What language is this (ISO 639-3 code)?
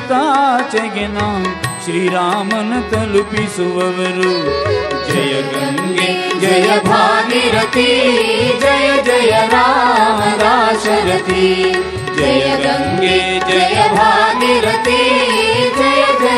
kan